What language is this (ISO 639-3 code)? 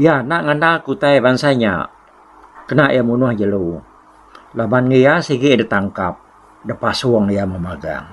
iba